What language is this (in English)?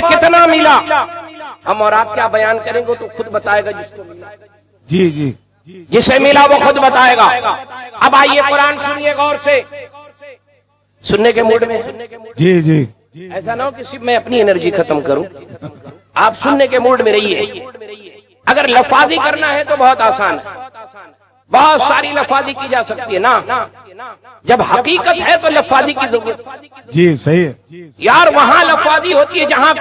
Urdu